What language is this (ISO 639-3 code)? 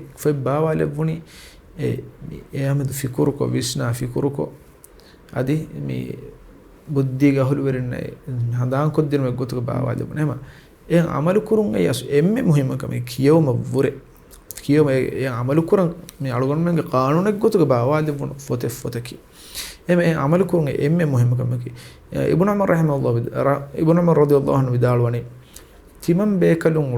div